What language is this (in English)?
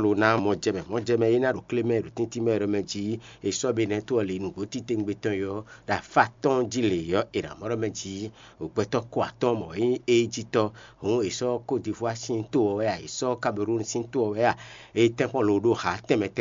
Fon